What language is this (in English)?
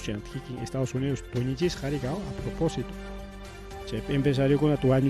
Ayacucho Quechua